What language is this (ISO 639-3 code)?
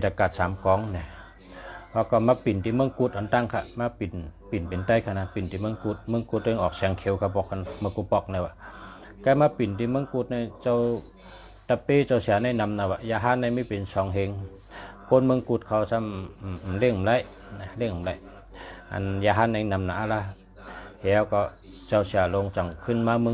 shn